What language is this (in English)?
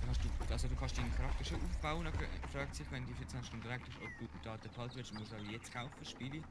Swiss German